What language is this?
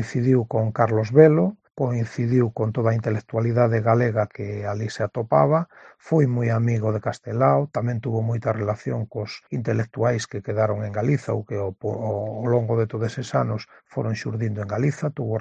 Galician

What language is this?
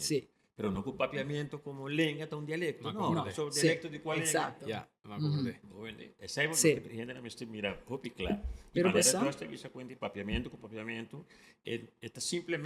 Papiamento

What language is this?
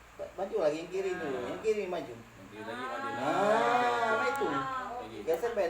Musi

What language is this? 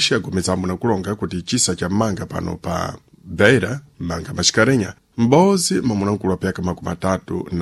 Sena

